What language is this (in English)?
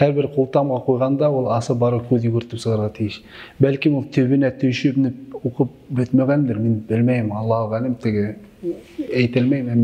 Bashkir